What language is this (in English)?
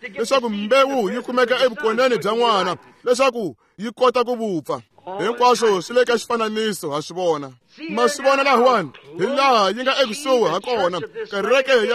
Tsonga